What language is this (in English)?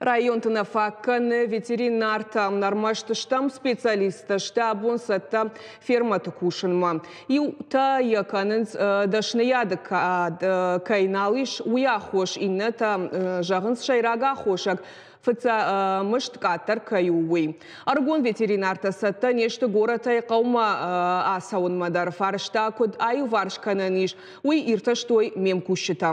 Ossetic